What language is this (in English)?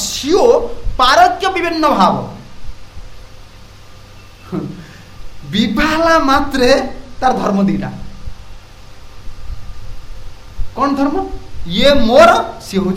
Odia